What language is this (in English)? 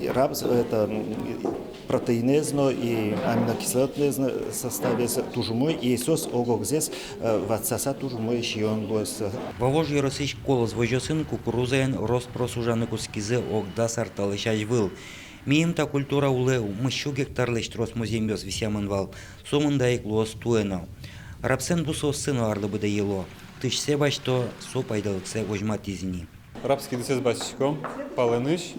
Udmurt